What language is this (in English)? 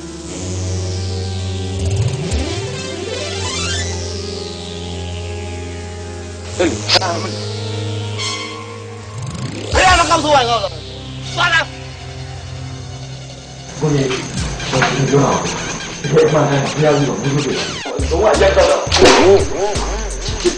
Burmese